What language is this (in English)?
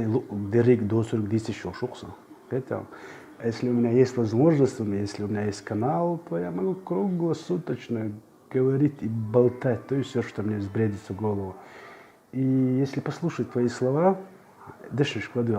Chechen